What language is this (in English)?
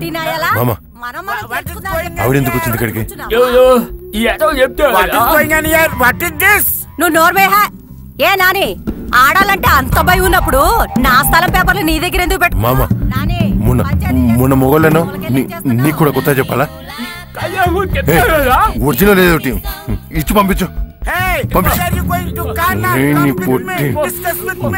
Telugu